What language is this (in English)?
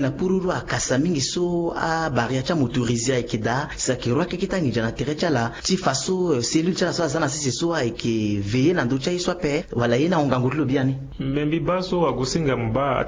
Sango